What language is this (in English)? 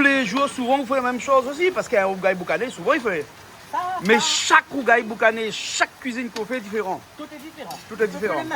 Réunion Creole French